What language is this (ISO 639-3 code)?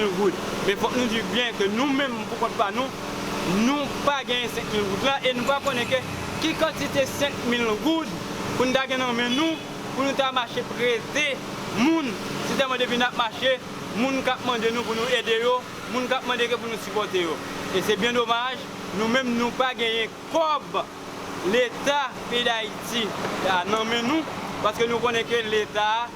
hat